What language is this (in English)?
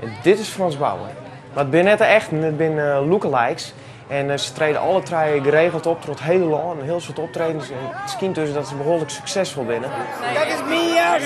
Western Frisian